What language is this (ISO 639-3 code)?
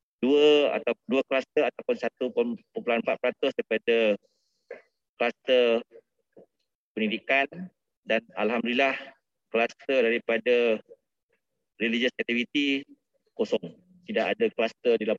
msa